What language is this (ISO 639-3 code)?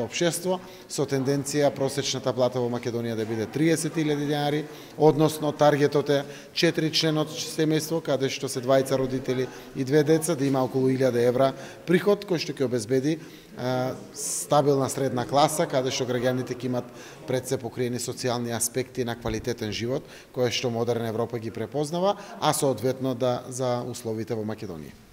mkd